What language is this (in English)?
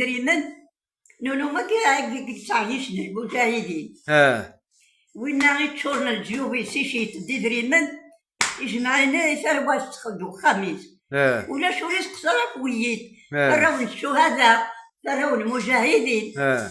Kabyle